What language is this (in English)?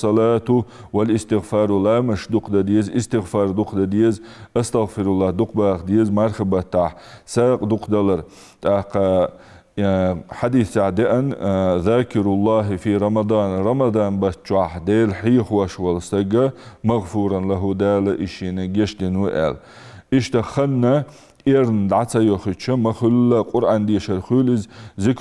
Ingush